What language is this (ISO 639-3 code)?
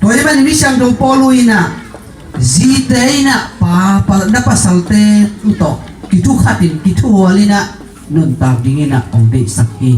ctd